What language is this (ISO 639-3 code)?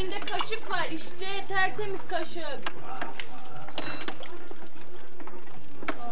tur